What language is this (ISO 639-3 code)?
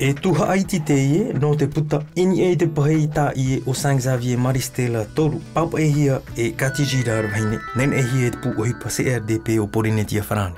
tah